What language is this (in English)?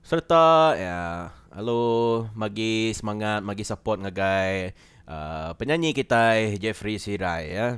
Iban